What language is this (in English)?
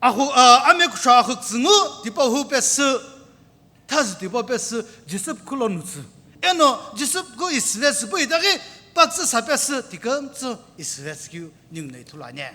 Sumi Naga